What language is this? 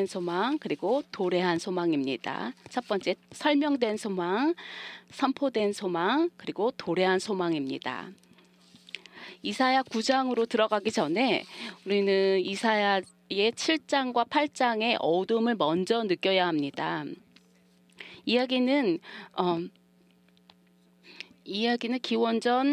Korean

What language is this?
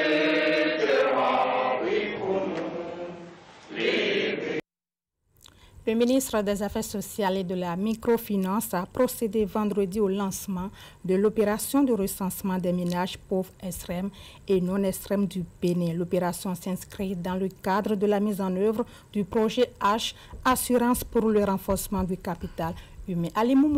French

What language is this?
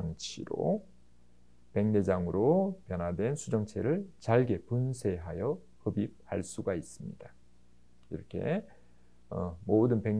Korean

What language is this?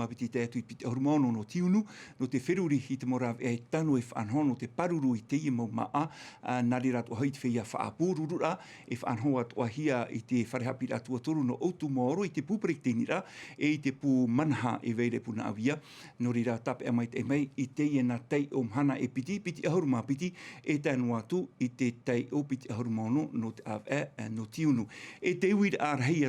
Tahitian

